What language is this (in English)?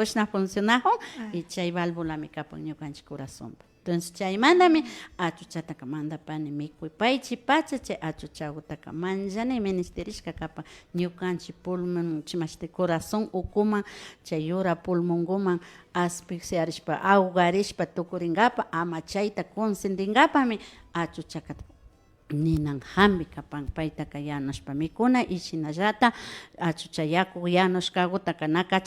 Imbabura Highland Quichua